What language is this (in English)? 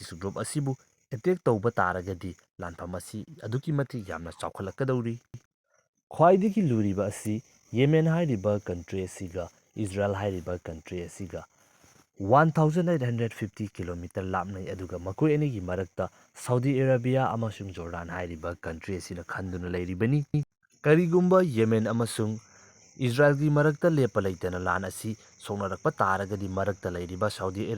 Manipuri